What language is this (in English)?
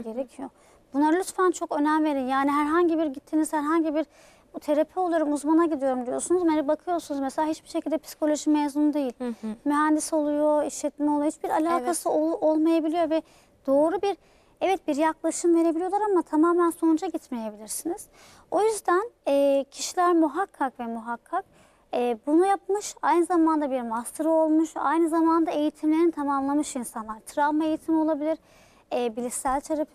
Turkish